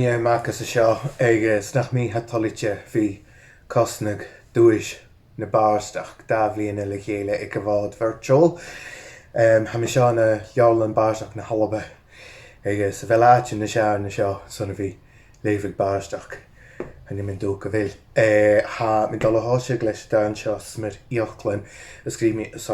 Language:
Scottish Gaelic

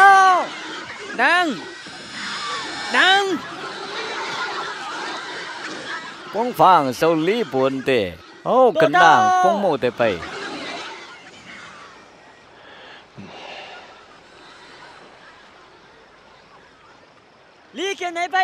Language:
Vietnamese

